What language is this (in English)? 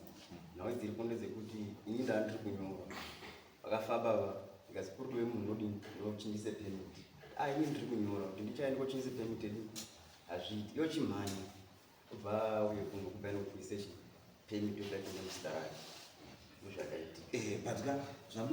Shona